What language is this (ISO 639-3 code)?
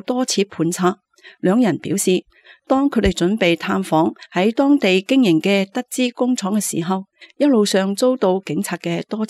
yue